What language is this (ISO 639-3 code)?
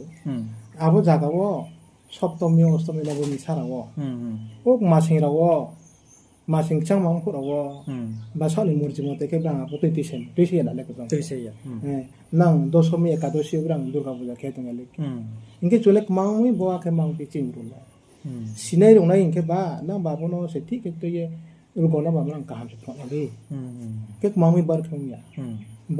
ria